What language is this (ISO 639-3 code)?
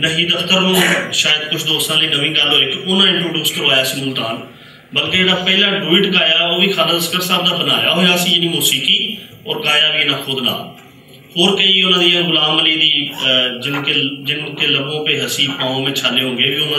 lah